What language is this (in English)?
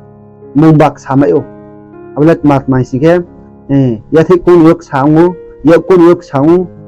Riang (India)